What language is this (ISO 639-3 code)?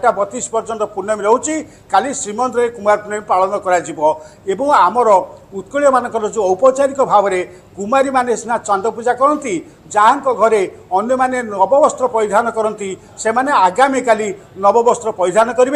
ori